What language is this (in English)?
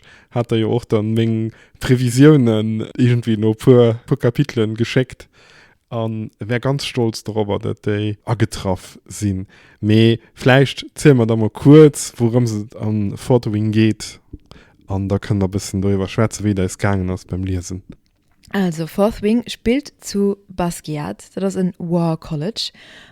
Luxembourgish